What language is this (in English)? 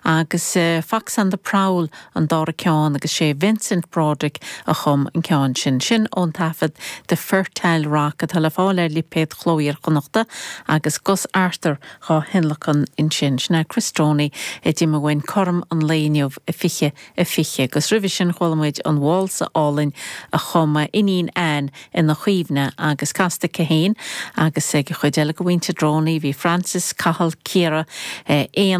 Irish